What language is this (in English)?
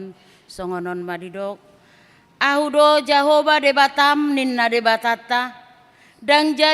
Batak Toba